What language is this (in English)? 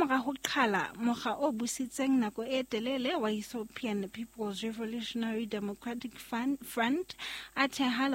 Southern Sotho